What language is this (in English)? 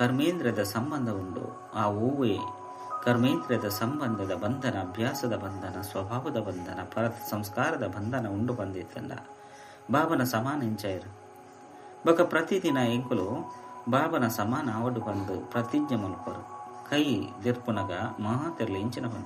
Tulu